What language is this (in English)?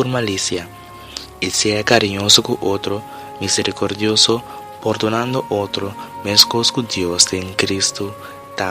Papiamento